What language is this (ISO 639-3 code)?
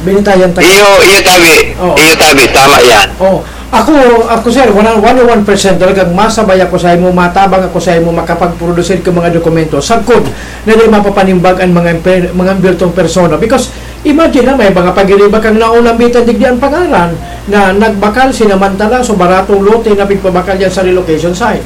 bik